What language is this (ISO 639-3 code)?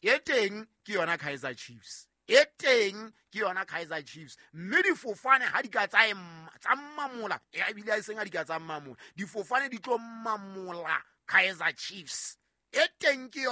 sot